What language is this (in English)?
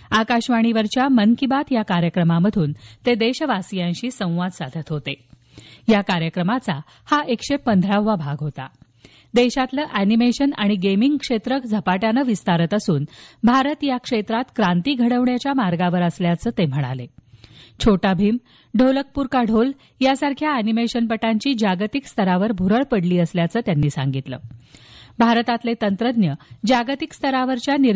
Marathi